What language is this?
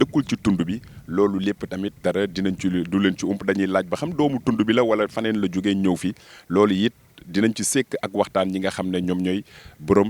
Wolof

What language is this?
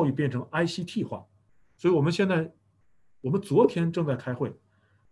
Chinese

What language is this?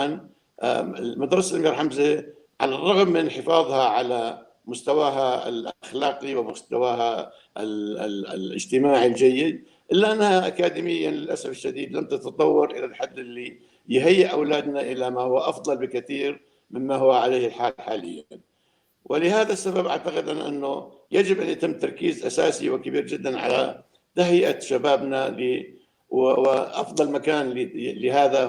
North Levantine Arabic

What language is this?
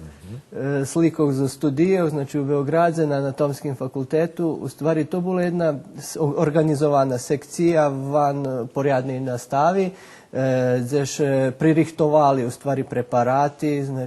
Rusyn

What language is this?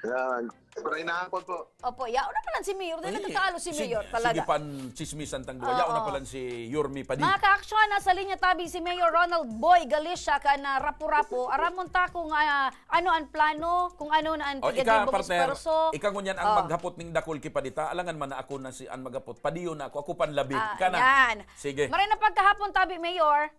Bikol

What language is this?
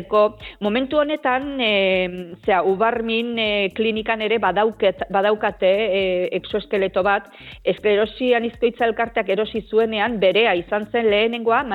Basque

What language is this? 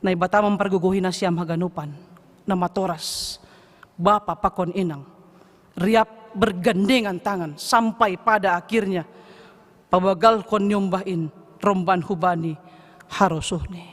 Batak Simalungun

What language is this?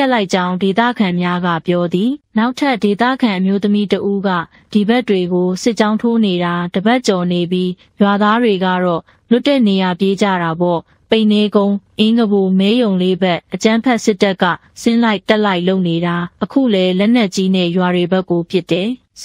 Burmese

